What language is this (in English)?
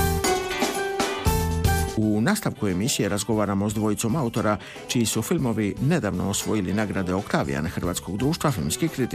Croatian